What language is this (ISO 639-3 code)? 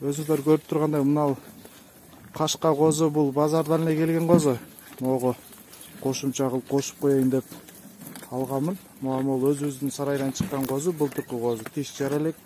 kir